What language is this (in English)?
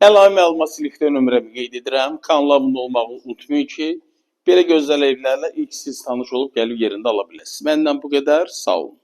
Azerbaijani